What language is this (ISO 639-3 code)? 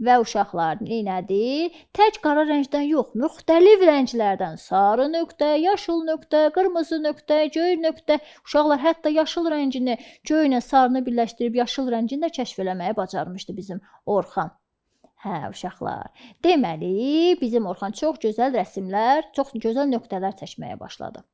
aze